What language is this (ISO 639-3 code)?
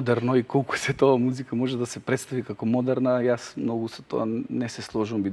mkd